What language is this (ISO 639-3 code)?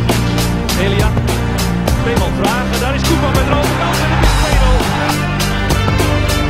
nld